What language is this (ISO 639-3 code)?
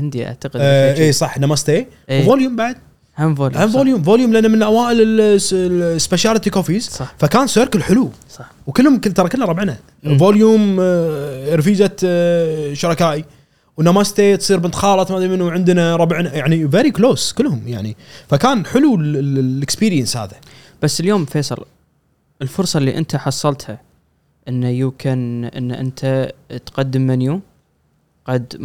afb